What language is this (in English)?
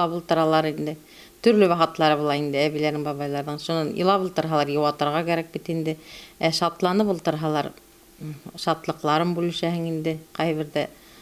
Bashkir